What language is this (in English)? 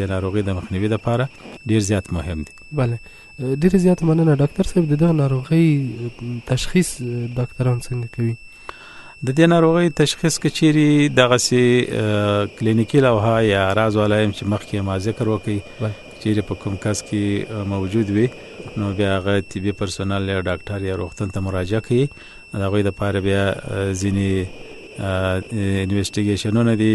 Pashto